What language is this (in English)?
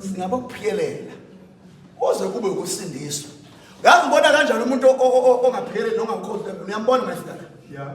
Zulu